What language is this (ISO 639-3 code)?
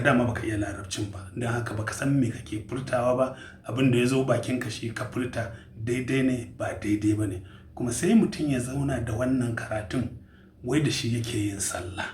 hau